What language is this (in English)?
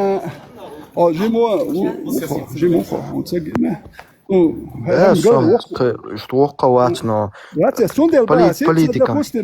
Chechen